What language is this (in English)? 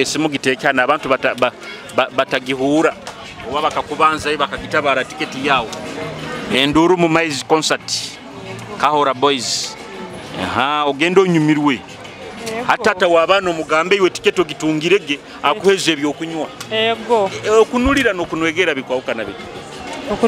Nyoro